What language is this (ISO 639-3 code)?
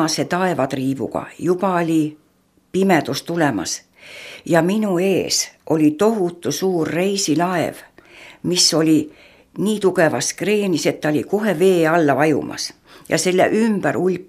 est